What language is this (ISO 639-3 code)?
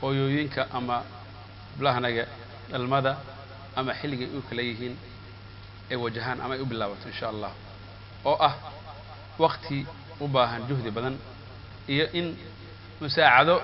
som